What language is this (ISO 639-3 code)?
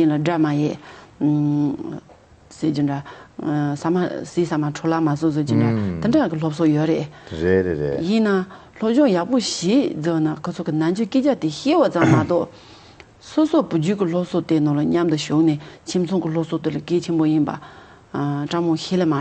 bod